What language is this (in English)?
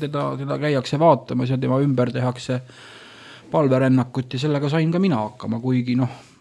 Estonian